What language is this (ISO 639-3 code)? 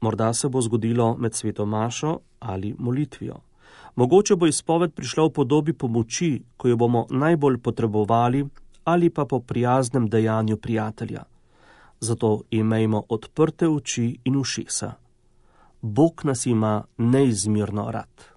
slv